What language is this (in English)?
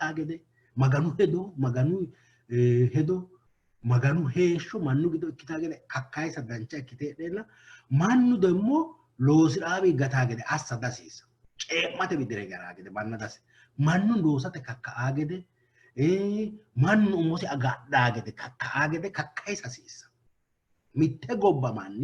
Sidamo